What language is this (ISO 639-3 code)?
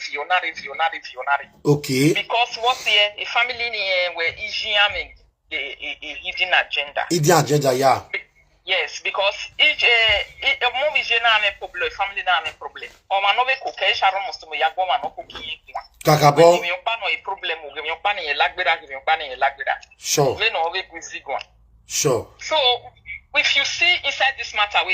pcm